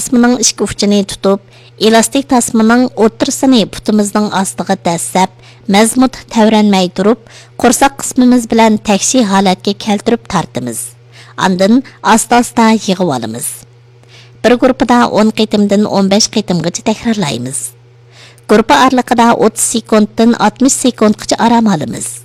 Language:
Uyghur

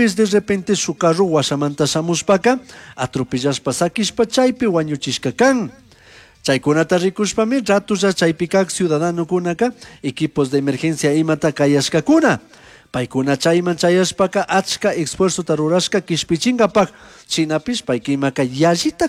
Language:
Chimborazo Highland Quichua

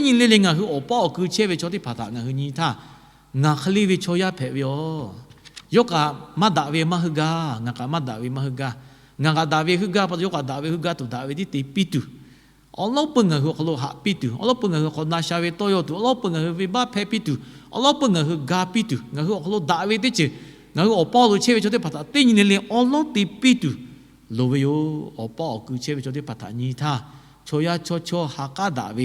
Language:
Lahu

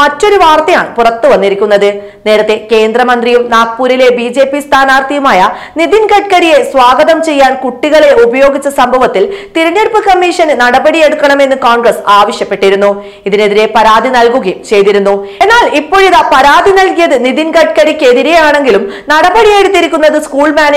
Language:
Malayalam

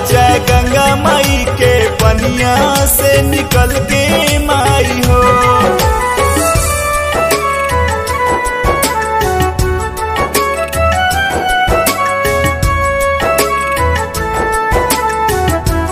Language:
Bhojpuri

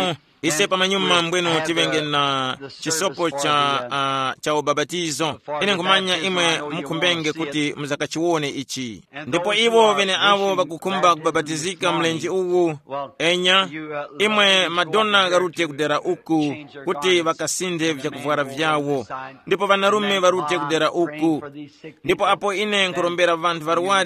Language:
Tumbuka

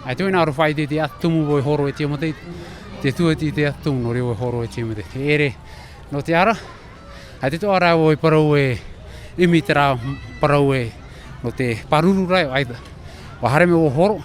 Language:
Tahitian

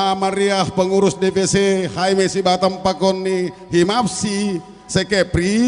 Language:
Batak Simalungun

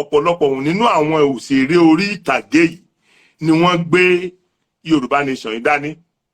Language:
Yoruba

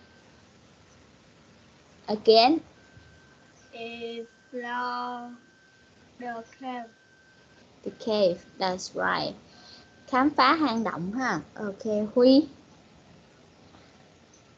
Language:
Vietnamese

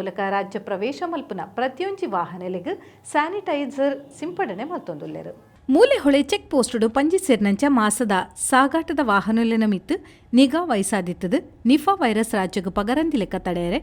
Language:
Tulu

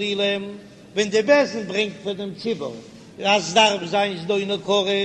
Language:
Yiddish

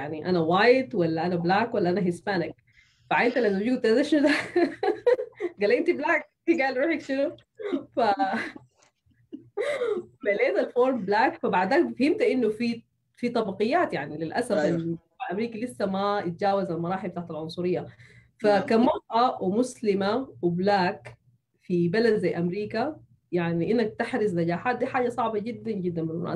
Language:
Sudanese Arabic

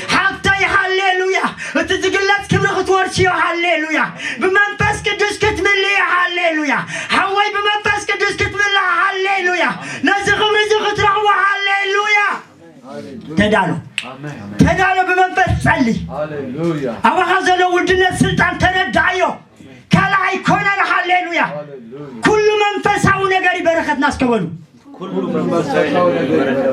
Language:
Tigrinya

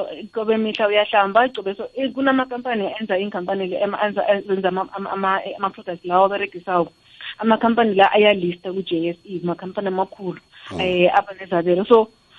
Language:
South Ndebele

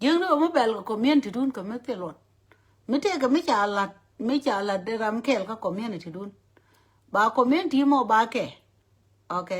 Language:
Nuer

